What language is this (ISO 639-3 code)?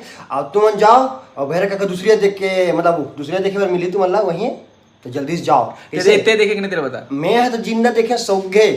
hne